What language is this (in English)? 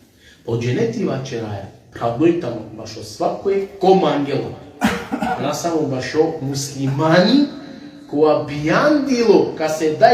Balkan Romani